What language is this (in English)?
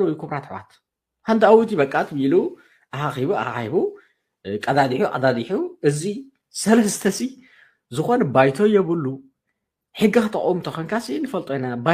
Tigrinya